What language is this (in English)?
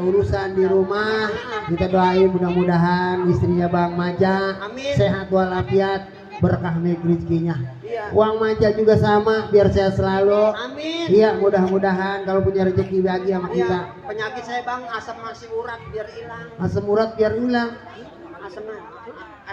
Betawi